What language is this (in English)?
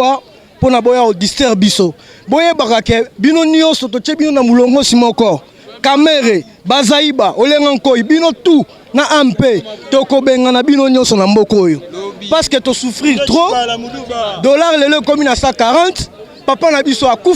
Lingala